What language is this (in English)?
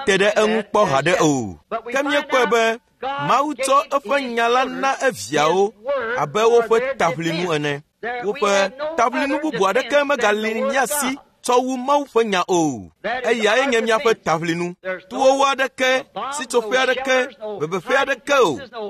Ewe